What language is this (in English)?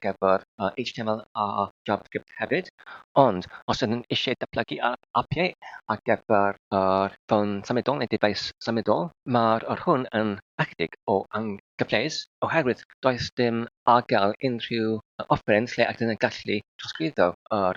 Welsh